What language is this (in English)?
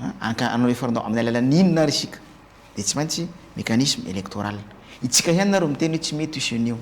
Malagasy